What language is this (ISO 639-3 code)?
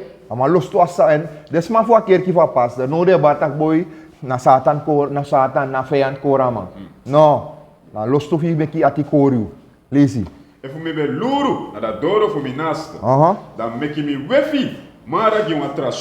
srn